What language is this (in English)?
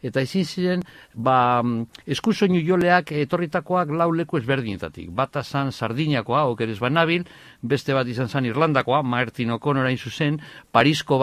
Basque